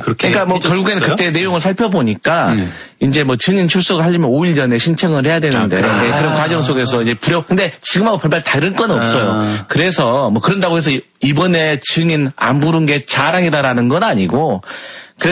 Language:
Korean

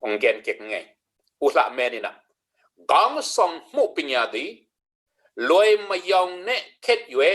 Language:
Tedim Chin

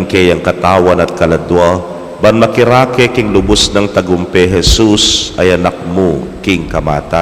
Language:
Pampanga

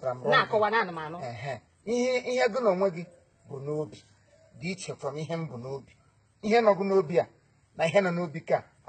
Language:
Igbo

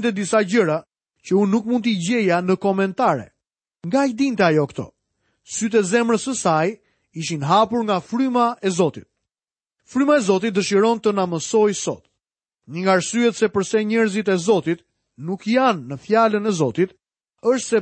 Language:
Albanian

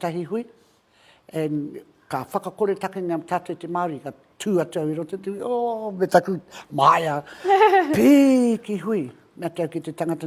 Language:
Māori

